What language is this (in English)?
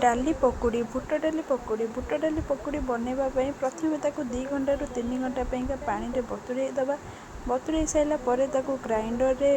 Odia